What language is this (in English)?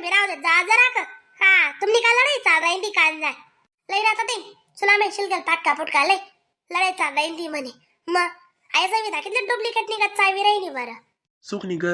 Khandesi